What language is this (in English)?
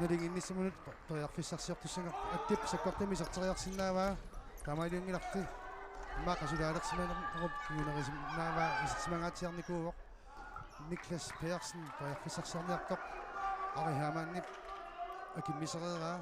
Kalaallisut